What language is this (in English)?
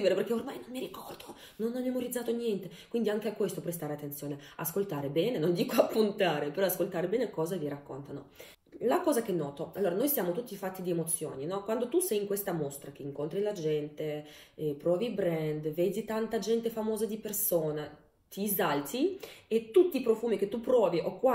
Italian